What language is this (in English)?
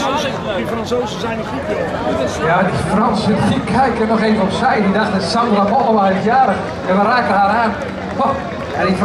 Dutch